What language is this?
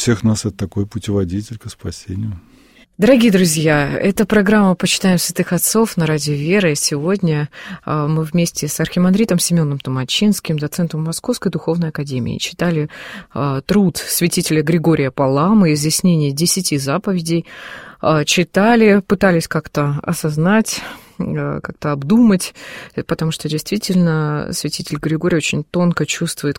Russian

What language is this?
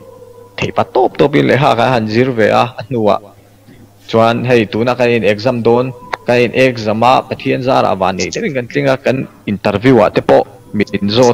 Mizo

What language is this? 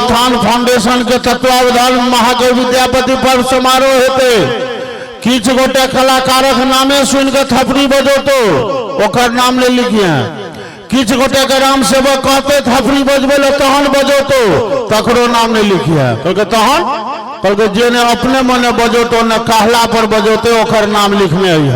Maithili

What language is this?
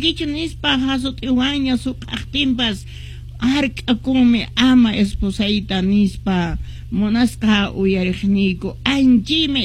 Quechua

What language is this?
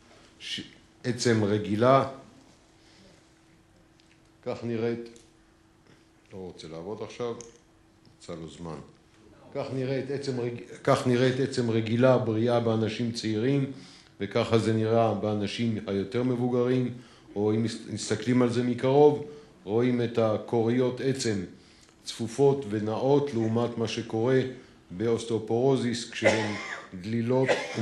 Hebrew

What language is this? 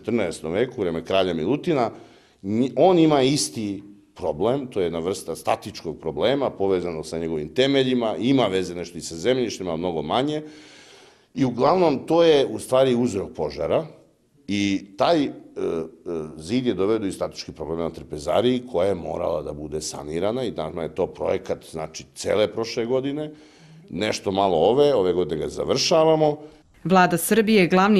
Serbian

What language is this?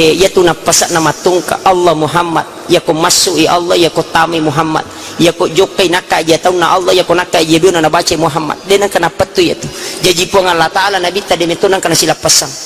Buginese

